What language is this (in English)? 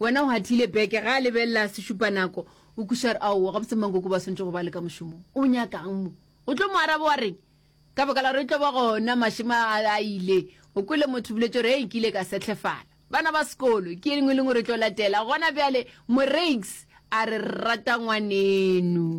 Northern Sotho